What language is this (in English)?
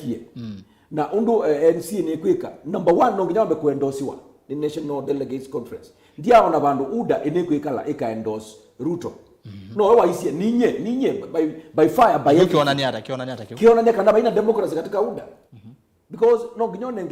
Kamba